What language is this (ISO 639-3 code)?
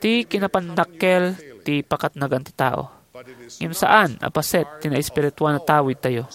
ilo